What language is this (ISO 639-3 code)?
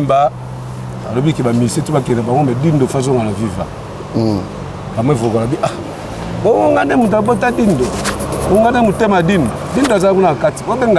lin